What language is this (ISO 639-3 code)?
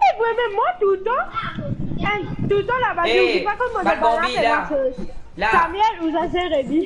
mfe